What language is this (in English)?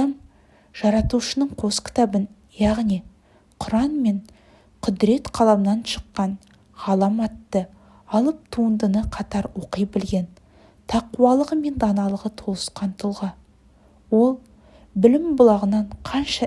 Kazakh